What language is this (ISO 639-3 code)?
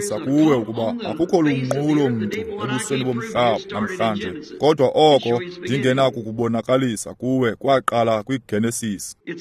xho